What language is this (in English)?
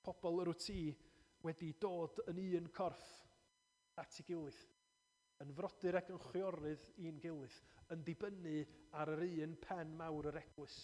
Welsh